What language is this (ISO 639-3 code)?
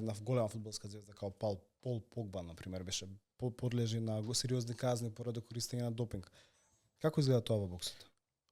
mkd